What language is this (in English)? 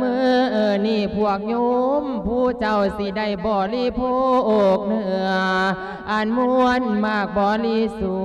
Lao